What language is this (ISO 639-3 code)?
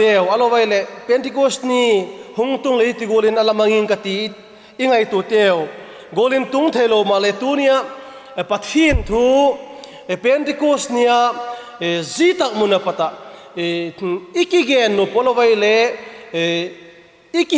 vap